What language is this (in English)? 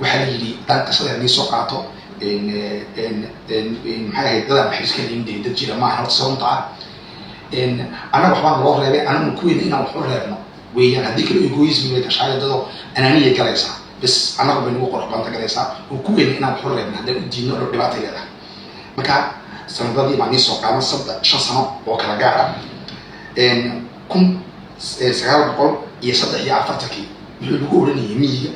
Somali